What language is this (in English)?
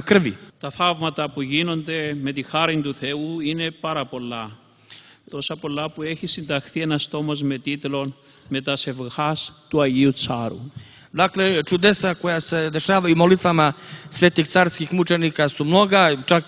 Serbian